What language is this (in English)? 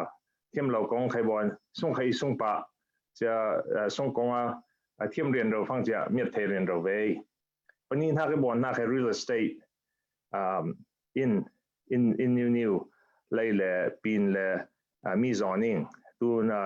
Falam Chin